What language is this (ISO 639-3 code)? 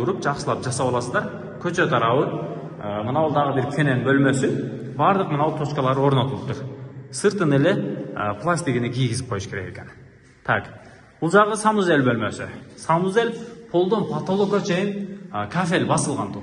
kir